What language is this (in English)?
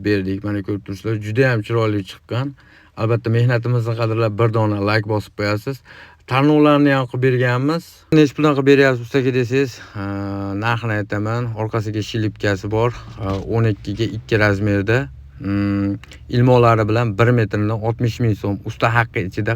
Uzbek